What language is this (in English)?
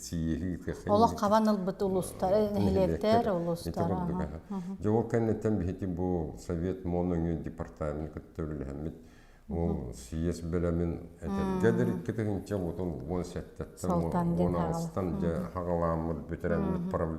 Yakut